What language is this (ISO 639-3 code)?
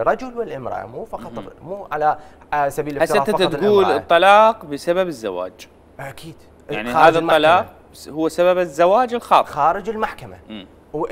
acm